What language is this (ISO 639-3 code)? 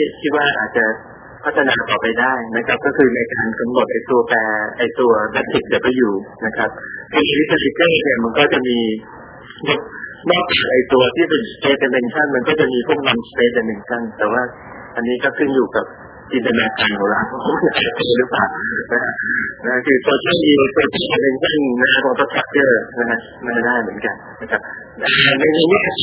tha